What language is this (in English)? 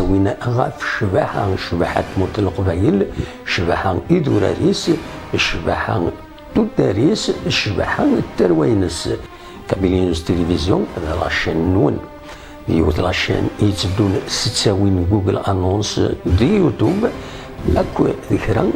Kabyle